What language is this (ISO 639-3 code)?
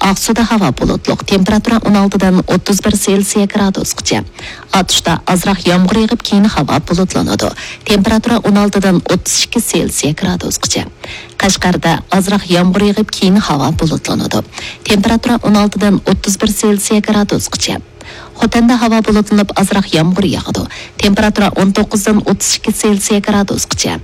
uig